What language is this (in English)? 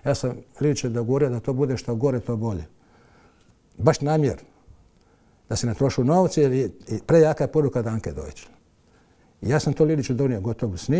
Croatian